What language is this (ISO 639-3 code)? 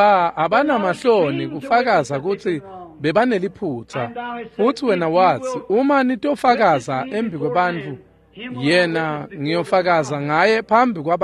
ssw